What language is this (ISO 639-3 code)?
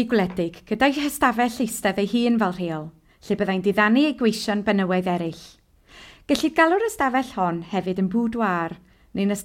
cym